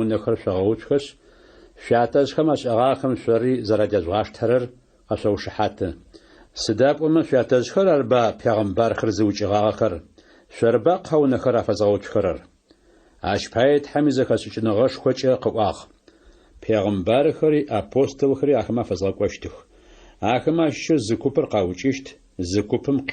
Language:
Adyghe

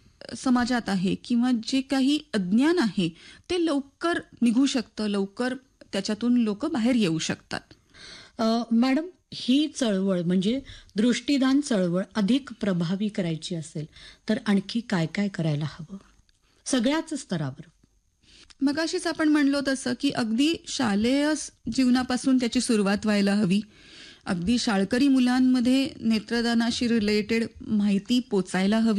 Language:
Marathi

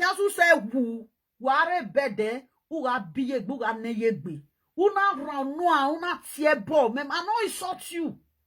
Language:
Nigerian Pidgin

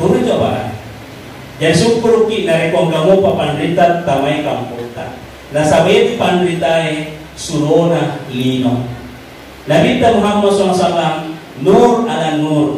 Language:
Buginese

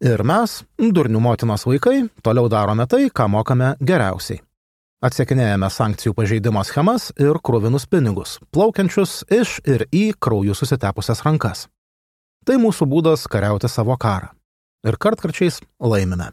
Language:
Lithuanian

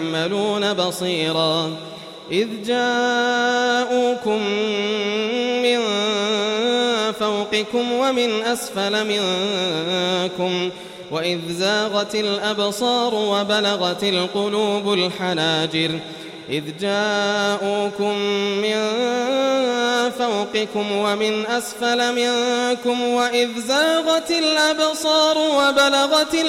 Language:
Arabic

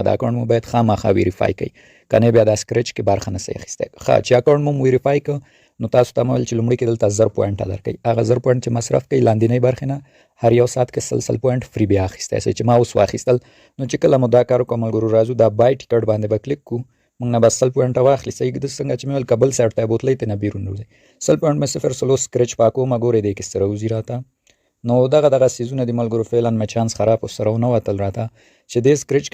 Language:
Pashto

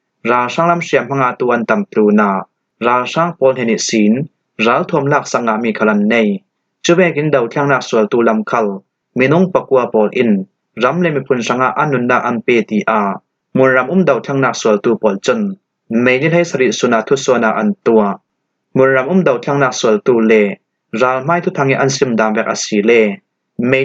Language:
Falam Chin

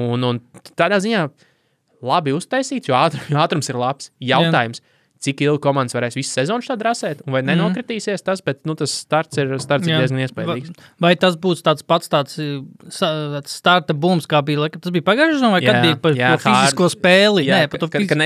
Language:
Latvian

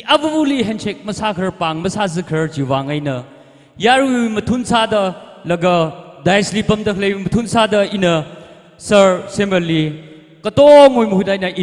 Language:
Tangkhul Naga (India)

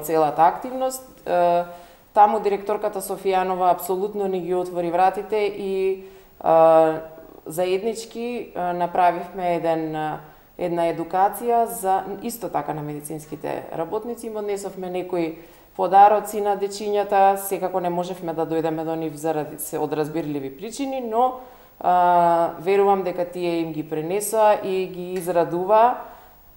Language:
Macedonian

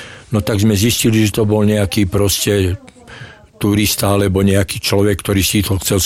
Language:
Slovak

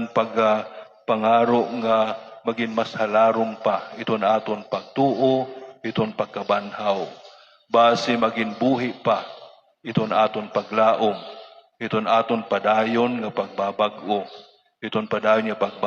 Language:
Waray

